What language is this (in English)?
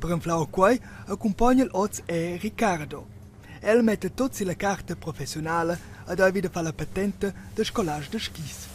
Romansh